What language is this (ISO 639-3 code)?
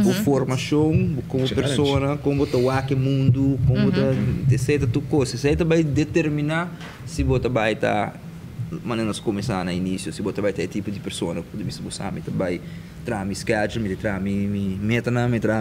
pap